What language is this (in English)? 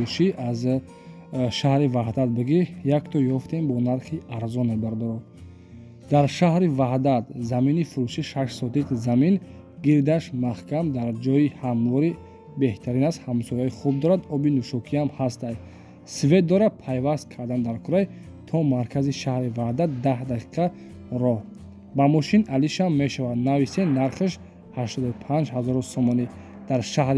Tajik